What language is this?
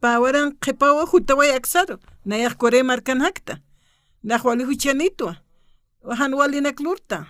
Aymara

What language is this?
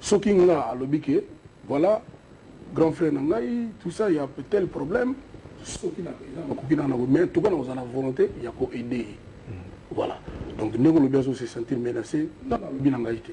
Lingala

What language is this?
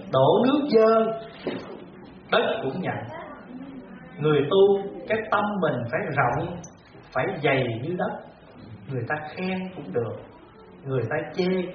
Vietnamese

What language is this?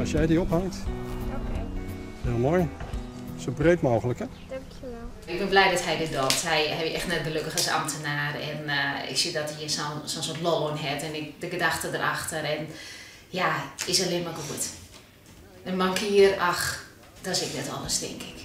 Western Frisian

